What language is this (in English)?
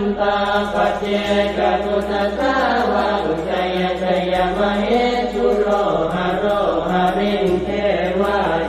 Pali